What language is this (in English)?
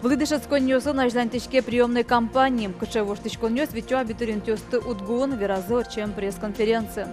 Udmurt